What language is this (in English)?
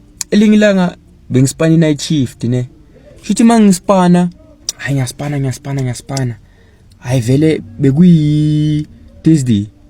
Zulu